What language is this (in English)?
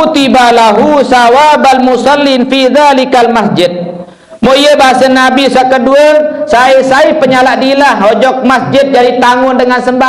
Sasak